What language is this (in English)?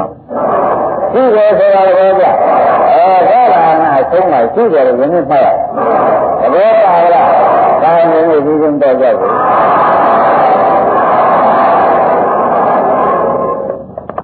Burmese